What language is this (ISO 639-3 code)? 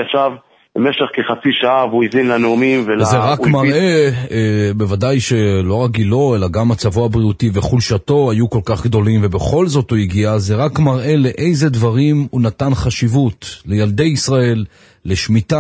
heb